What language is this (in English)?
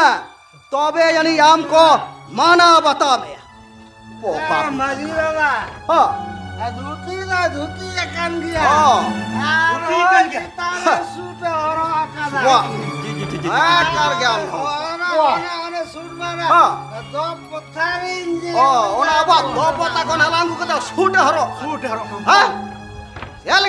Santali